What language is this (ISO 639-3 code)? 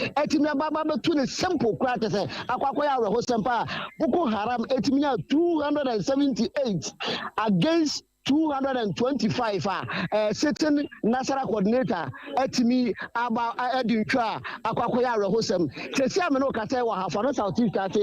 aka